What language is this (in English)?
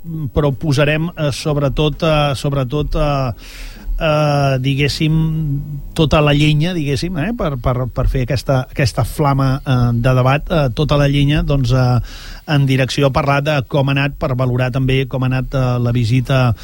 Catalan